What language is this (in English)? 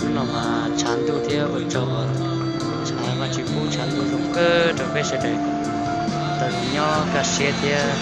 Hmong